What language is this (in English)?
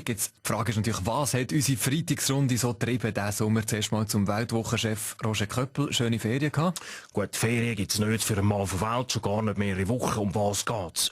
Swiss German